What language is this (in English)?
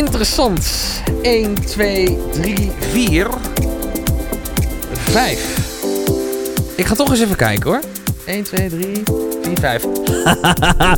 Dutch